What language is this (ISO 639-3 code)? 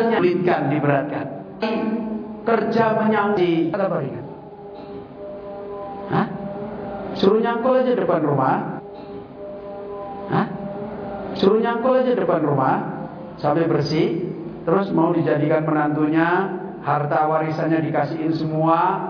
ind